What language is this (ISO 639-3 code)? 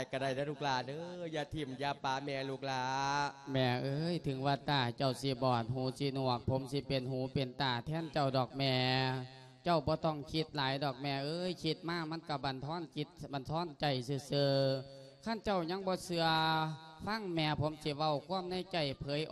lao